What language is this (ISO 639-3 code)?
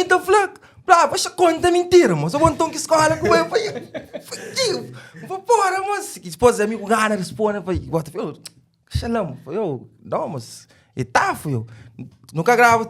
kea